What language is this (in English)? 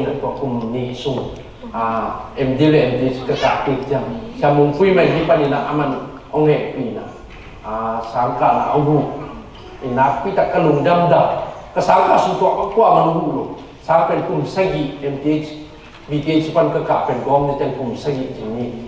Tedim Chin